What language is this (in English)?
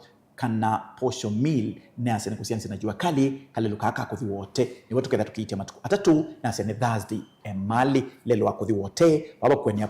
Kamba